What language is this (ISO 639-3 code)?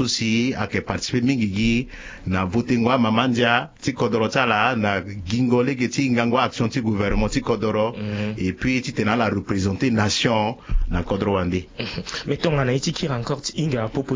sag